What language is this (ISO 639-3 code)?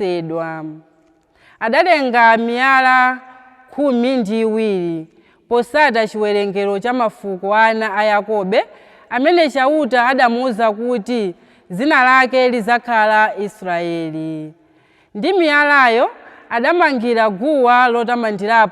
nya